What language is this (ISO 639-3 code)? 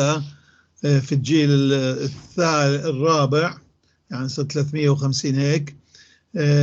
apc